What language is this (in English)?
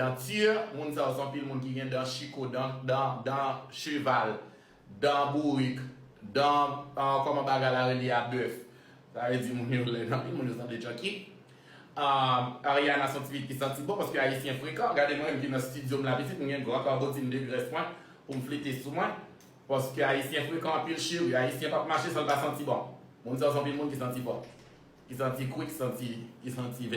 Haitian Creole